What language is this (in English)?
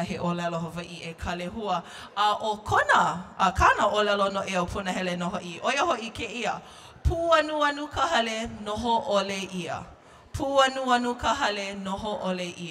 Hawaiian